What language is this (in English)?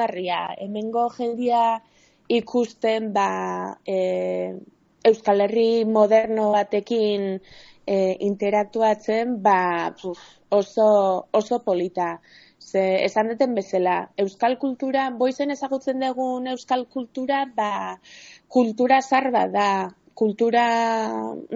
Basque